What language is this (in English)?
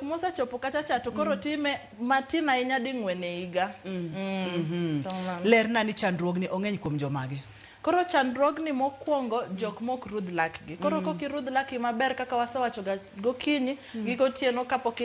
Luo (Kenya and Tanzania)